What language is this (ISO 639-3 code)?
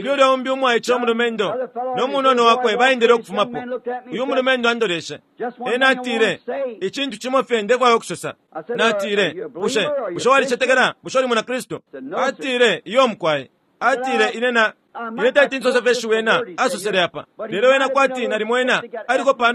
bem